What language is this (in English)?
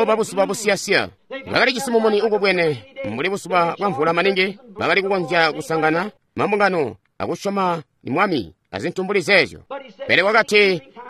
Tonga (Zambia)